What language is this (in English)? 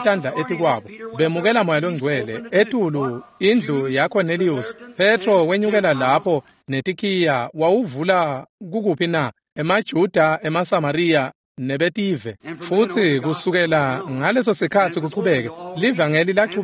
Swati